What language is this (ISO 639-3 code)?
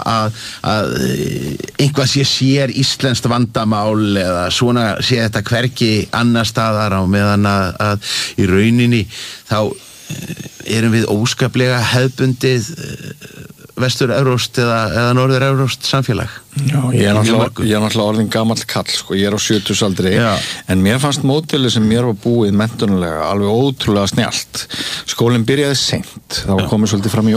isl